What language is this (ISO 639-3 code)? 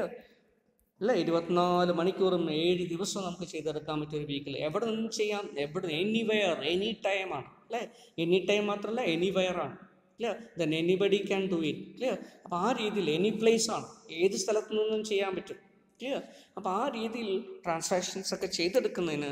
mal